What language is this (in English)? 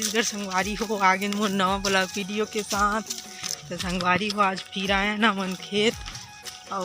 Chhattisgarhi